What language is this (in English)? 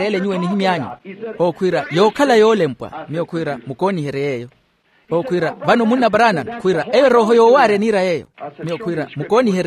Makhuwa